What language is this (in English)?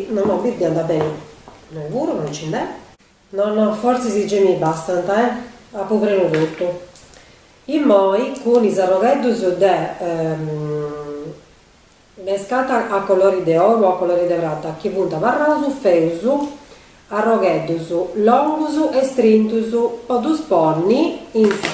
Sardinian